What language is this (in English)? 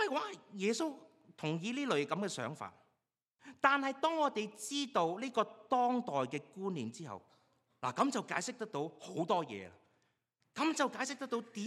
Cantonese